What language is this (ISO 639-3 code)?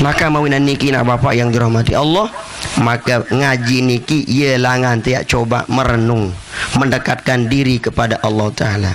sas